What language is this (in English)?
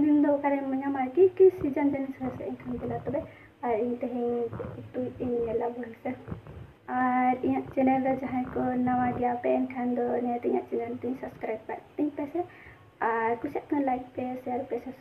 Santali